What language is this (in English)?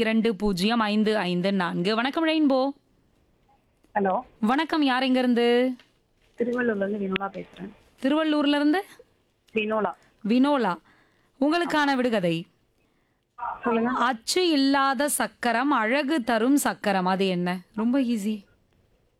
Tamil